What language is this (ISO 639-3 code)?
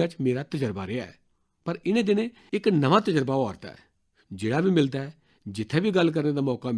doi